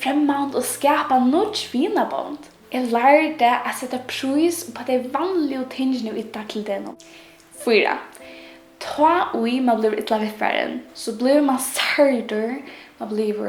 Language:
Faroese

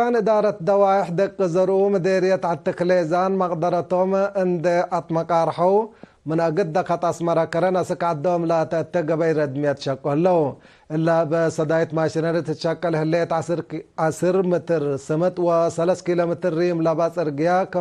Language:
Tigre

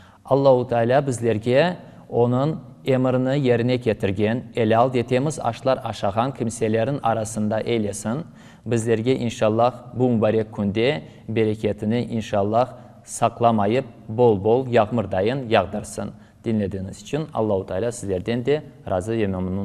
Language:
Crimean Tatar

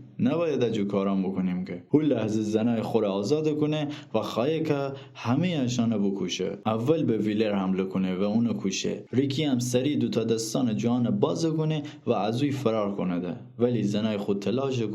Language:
Gilaki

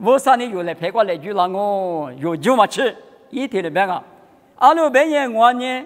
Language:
Lisu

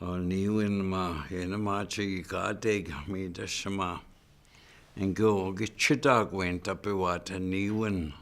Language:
Chippewa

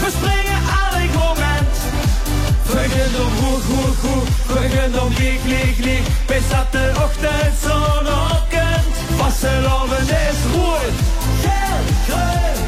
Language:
Limburgish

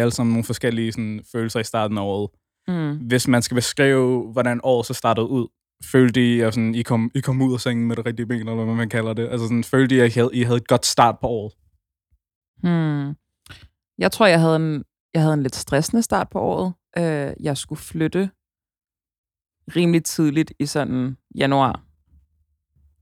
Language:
Danish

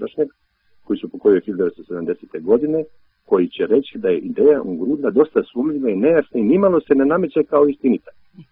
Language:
Croatian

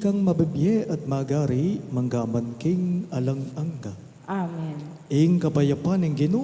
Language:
Pampanga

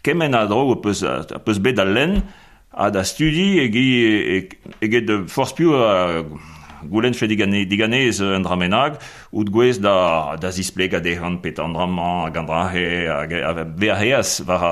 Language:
Breton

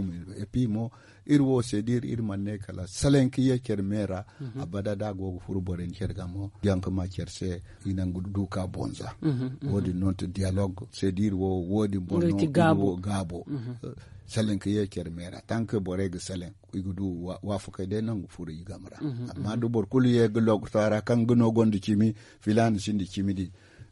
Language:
Zarma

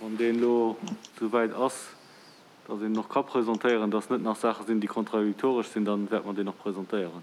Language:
Luxembourgish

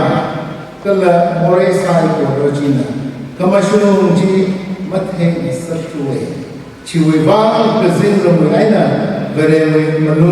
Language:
Tangkhul Naga (India)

